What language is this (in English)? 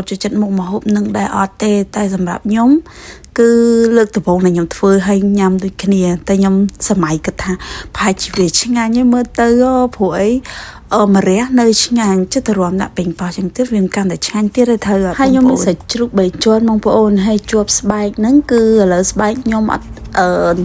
Khmer